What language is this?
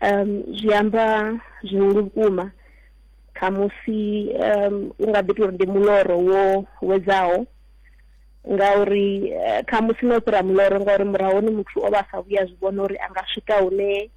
Venda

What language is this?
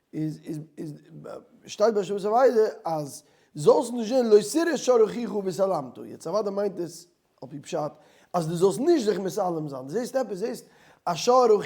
Yiddish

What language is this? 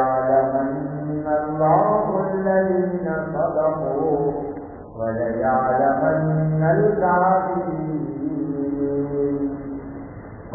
Urdu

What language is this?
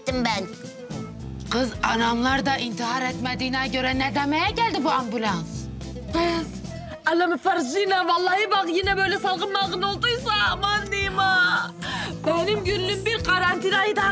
Turkish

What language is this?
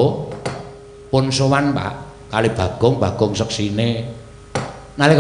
Javanese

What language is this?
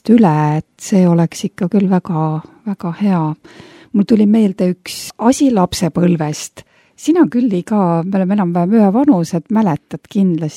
Estonian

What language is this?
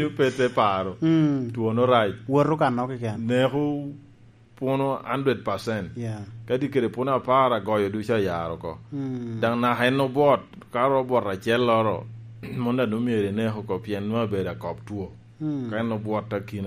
Lango (Uganda)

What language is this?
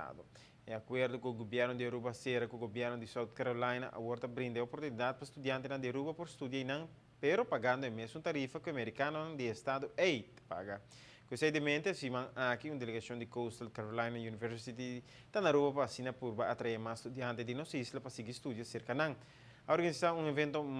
Papiamento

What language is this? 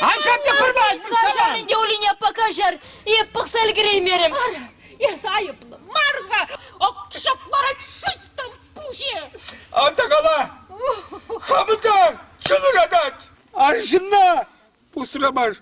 Chuvash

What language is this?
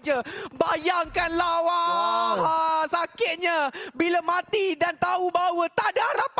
Malay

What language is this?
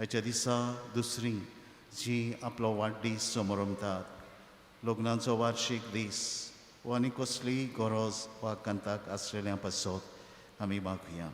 Konkani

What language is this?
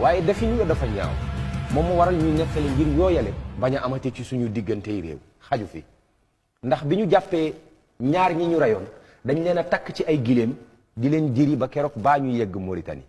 Wolof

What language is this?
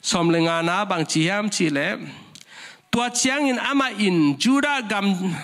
Tedim Chin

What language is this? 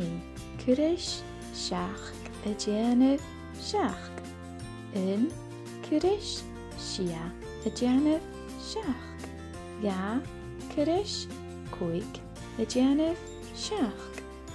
Scottish Gaelic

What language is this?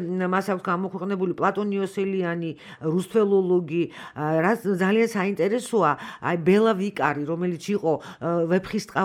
Georgian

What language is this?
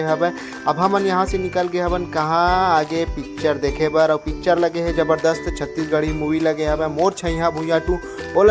Chhattisgarhi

